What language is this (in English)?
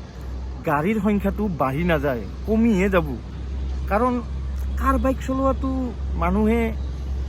Assamese